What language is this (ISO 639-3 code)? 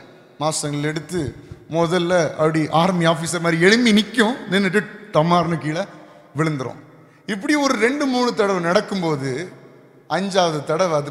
tam